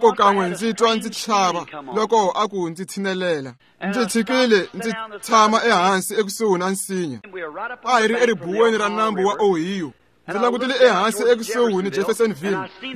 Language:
Tsonga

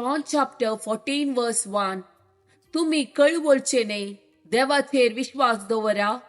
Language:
Konkani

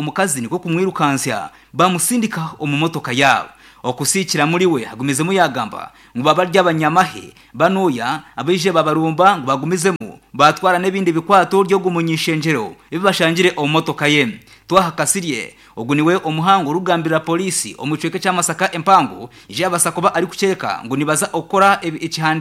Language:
Nyankole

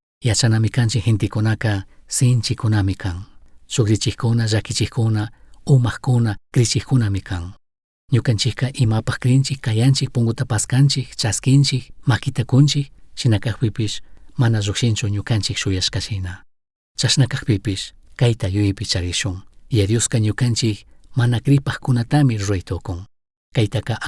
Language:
Chimborazo Highland Quichua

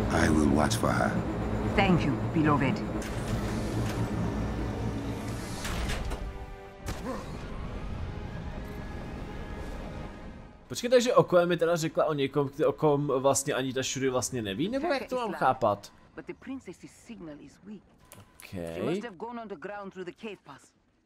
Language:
Czech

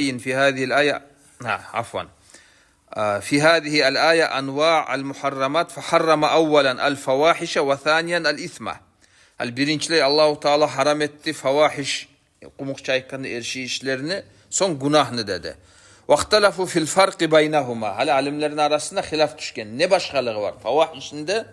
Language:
Kumyk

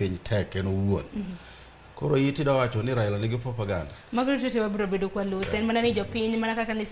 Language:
Luo (Kenya and Tanzania)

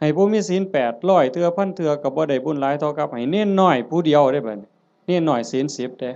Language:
Northeastern Thai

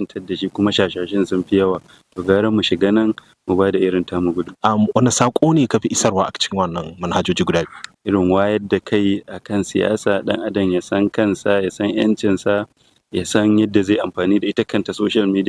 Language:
Hausa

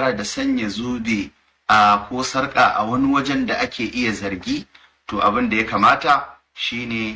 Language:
Hausa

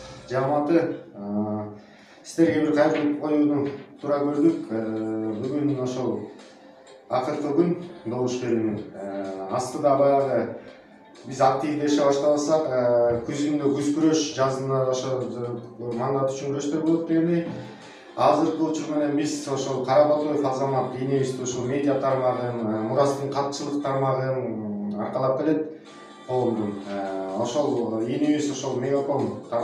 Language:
Kyrgyz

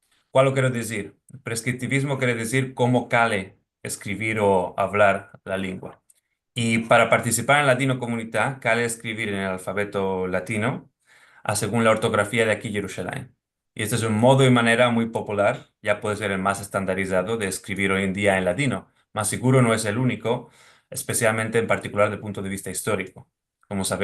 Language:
Ladino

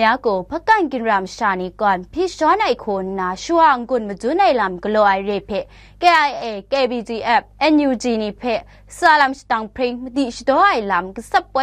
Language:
Kachin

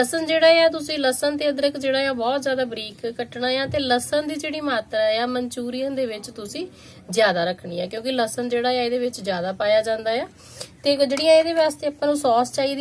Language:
Punjabi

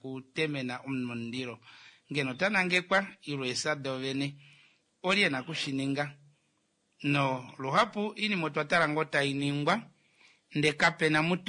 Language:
Kuanyama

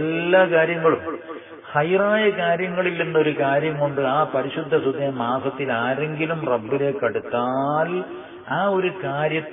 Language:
Malayalam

